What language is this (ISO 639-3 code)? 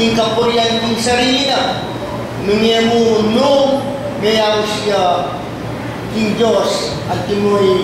pam